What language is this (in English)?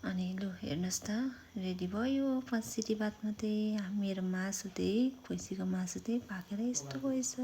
Nepali